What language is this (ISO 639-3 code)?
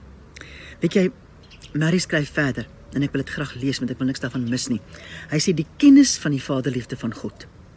afr